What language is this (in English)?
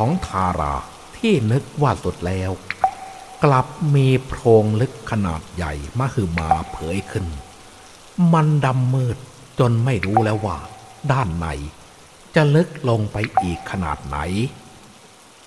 Thai